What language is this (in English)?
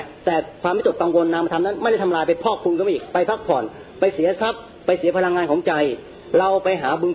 Thai